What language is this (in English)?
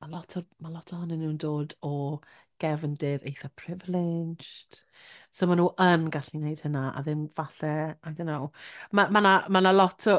Welsh